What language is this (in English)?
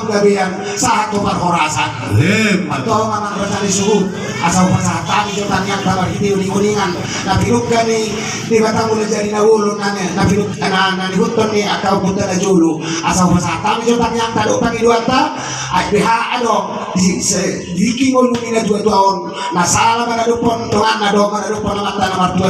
Batak Toba